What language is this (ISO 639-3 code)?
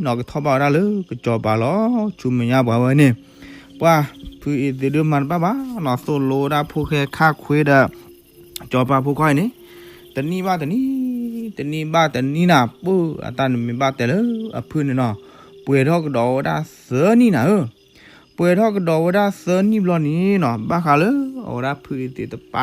ksw